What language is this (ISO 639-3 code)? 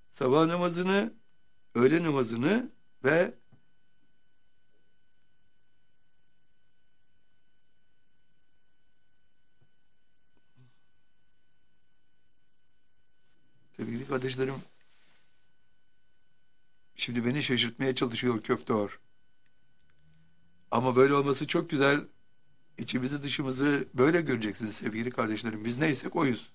tur